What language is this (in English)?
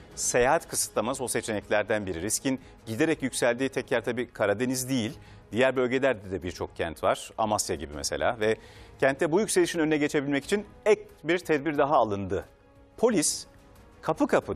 Turkish